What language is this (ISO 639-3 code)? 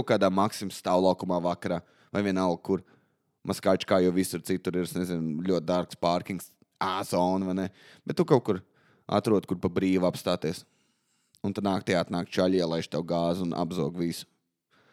lav